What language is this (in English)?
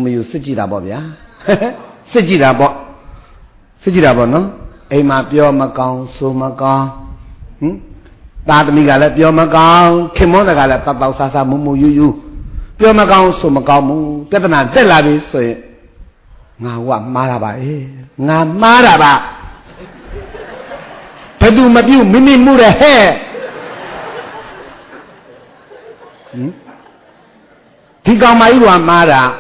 Burmese